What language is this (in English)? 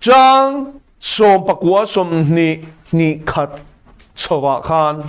Mizo